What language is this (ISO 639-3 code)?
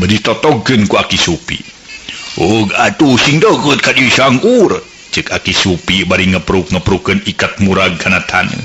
sun